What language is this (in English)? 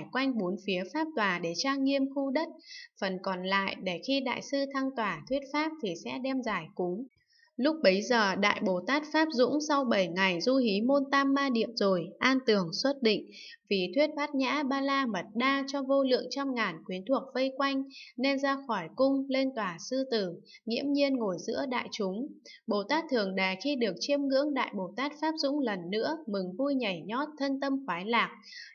Vietnamese